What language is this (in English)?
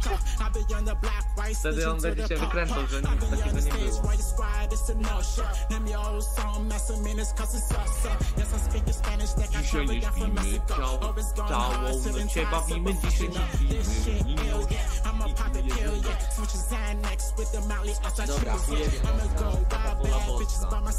Polish